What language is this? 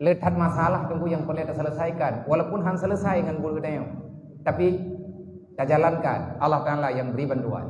Achinese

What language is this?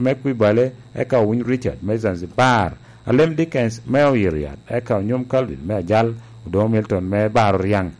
Lango (Uganda)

